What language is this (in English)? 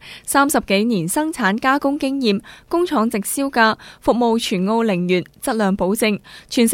Cantonese